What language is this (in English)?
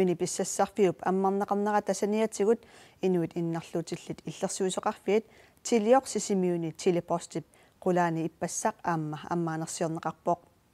Kalaallisut